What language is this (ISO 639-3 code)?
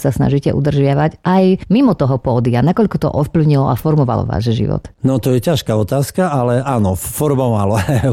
slk